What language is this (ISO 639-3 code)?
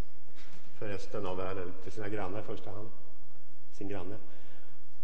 swe